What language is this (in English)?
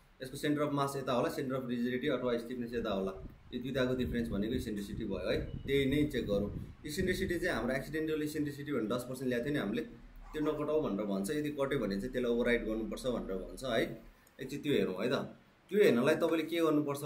Nepali